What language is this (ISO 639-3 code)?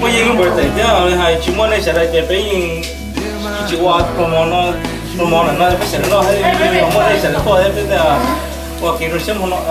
hmn